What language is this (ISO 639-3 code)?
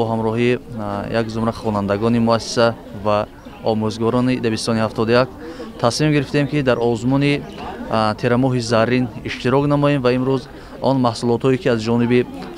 tgk